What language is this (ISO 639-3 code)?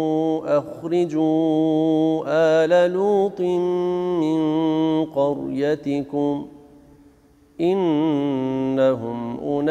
ara